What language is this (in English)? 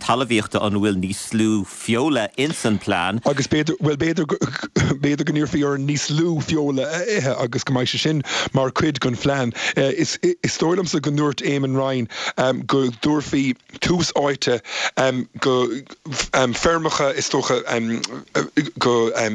Irish